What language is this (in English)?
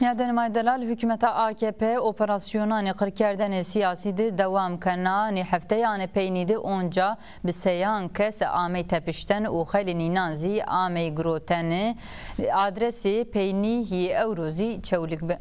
Zaza